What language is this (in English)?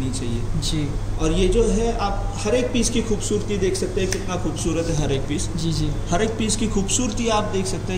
Hindi